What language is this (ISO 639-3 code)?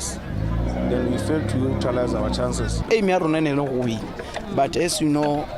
tsn